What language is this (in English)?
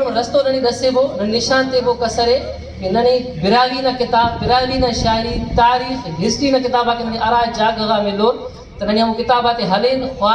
Brahui